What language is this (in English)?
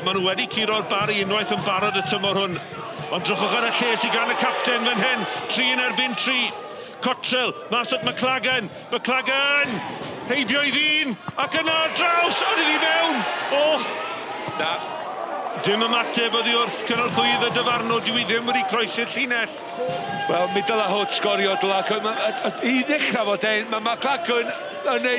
Welsh